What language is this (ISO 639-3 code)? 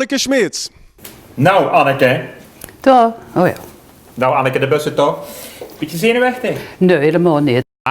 lim